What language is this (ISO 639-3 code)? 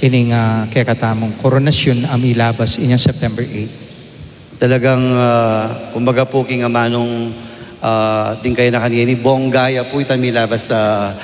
pam